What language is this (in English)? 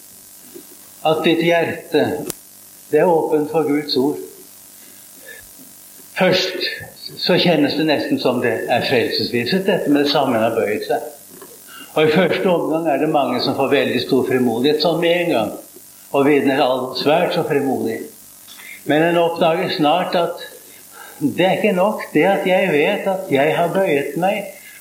Norwegian